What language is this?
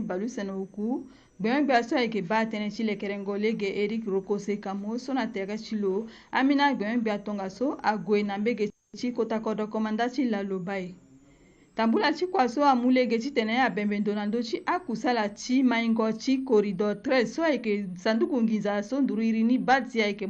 Sango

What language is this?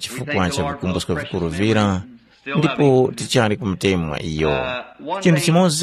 Tumbuka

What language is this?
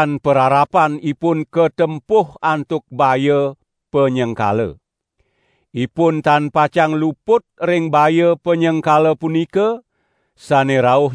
Balinese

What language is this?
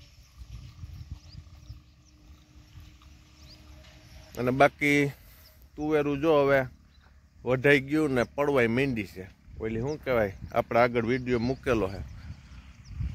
Gujarati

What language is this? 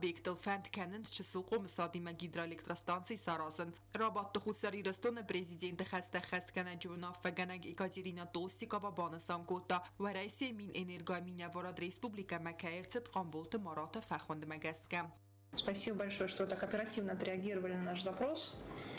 Ossetic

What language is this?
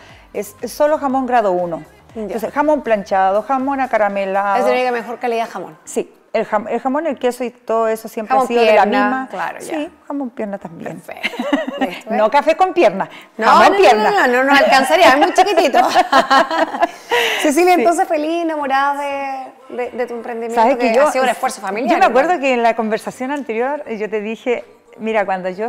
Spanish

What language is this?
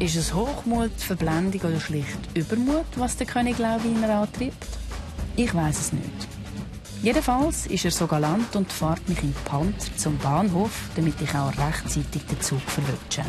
Swiss German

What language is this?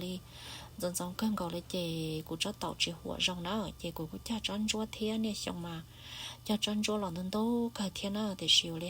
Hmong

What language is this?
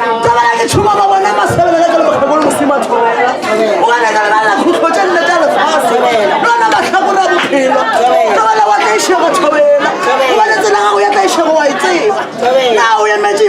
Northern Sotho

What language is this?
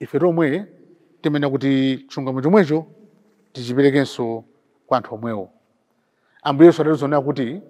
Nyanja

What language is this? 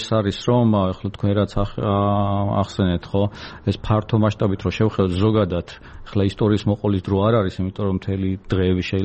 Georgian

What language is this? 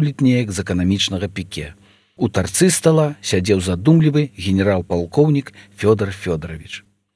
Belarusian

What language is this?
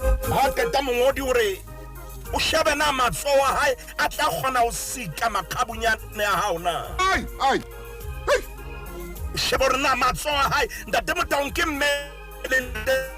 Southern Sotho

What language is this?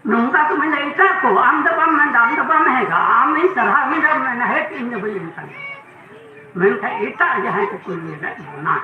Santali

